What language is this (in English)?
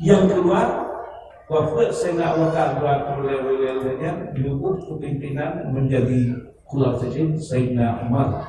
Achinese